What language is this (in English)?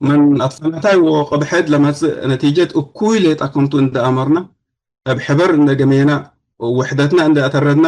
Tigre